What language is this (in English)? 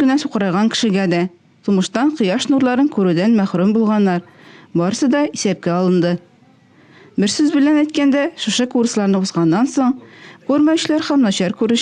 Tatar